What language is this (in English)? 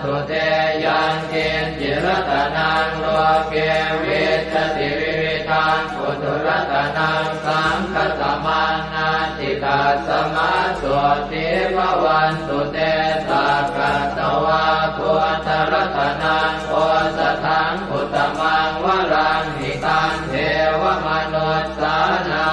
Pali